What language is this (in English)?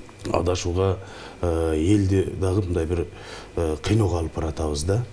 Kyrgyz